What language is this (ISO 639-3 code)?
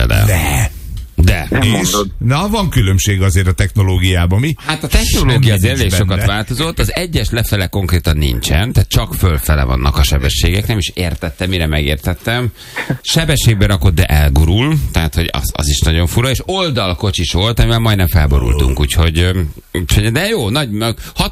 hun